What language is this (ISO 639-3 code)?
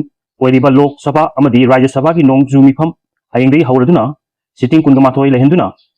mni